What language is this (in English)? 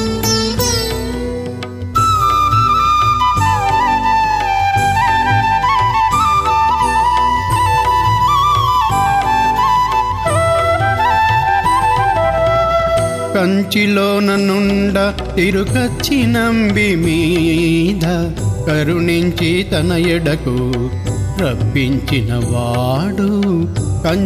Telugu